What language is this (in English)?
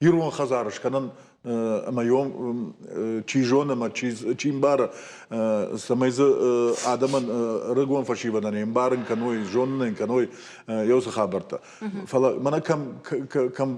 Ossetic